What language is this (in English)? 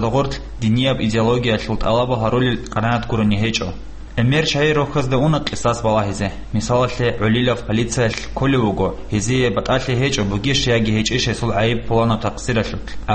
Avaric